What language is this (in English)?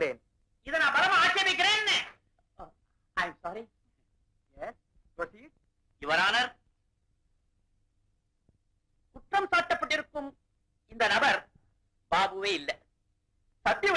Tamil